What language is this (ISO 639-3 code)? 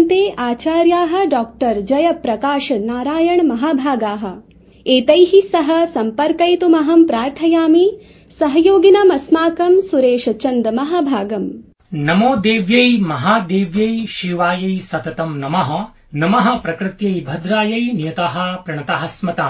san